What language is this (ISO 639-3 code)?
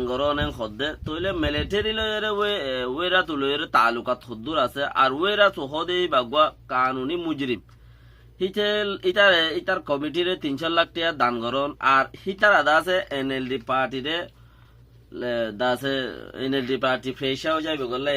rhg